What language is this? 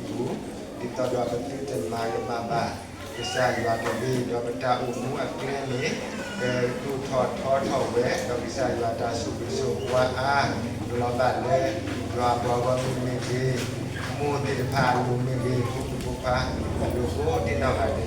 S'gaw Karen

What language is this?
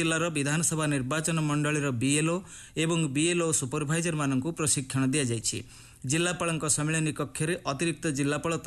Odia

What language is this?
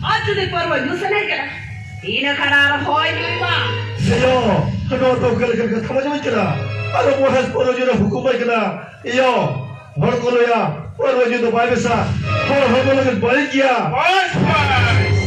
Santali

